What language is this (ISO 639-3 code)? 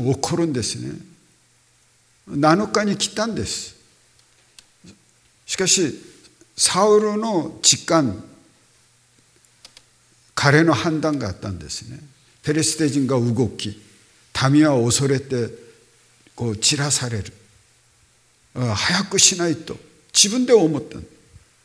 jpn